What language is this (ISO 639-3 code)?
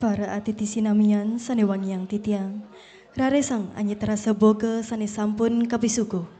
ban